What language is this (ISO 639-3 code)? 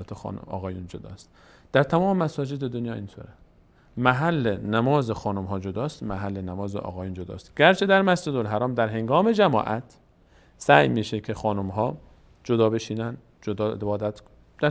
fas